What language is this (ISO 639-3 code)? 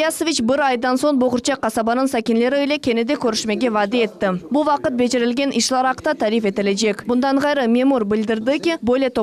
crh